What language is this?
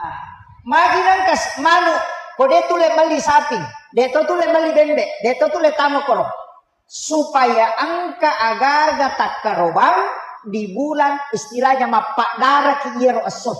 Buginese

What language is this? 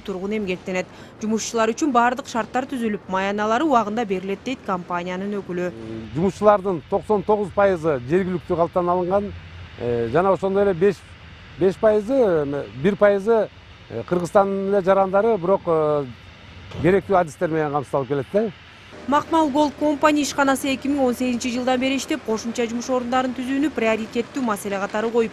Kyrgyz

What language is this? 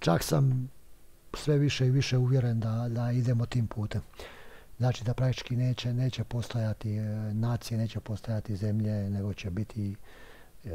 Bosnian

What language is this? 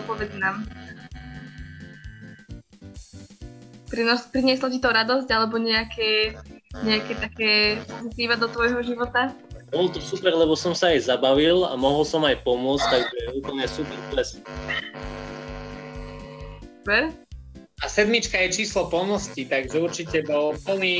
Slovak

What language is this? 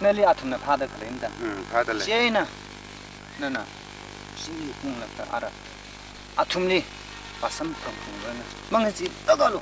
Tangkhul Naga (India)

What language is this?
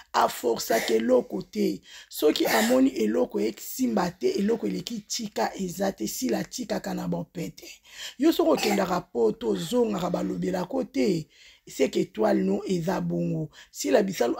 Lingala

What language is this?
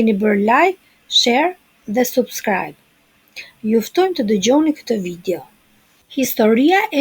Albanian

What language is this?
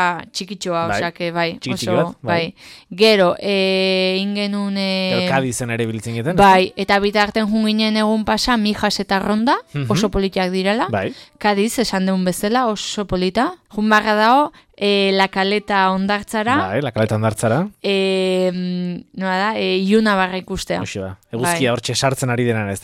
Basque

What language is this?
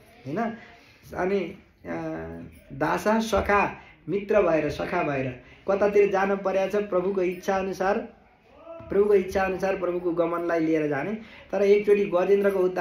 Nepali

